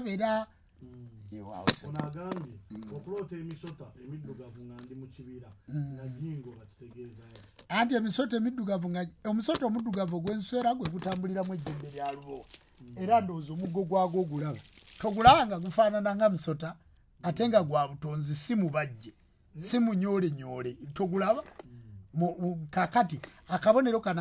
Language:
Ganda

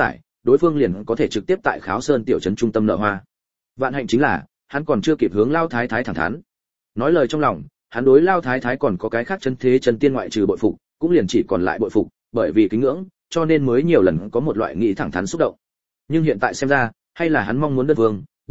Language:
Vietnamese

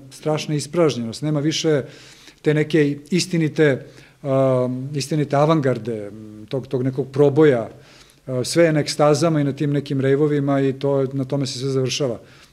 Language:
Serbian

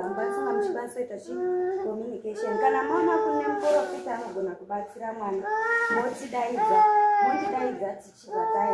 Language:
Shona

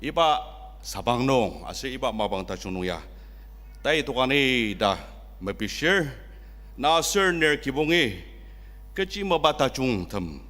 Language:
Ao Naga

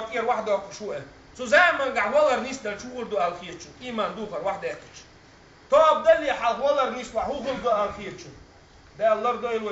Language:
Chechen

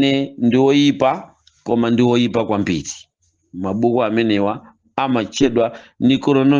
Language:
Nyanja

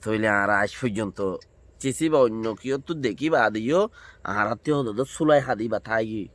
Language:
Rohingya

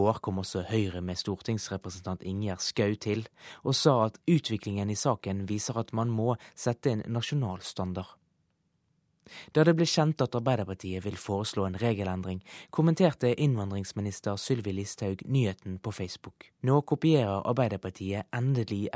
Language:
Norwegian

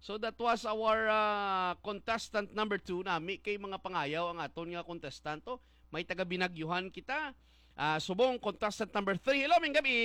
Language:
Hiligaynon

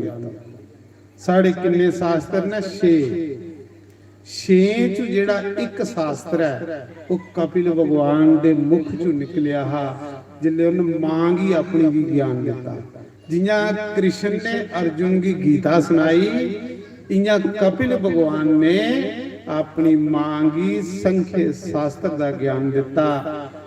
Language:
Dogri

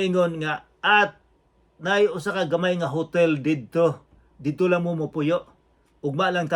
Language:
Cebuano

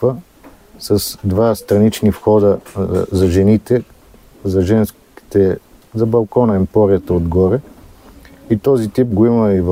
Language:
Bulgarian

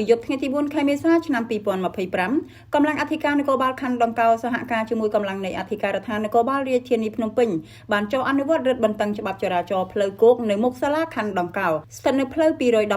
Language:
Khmer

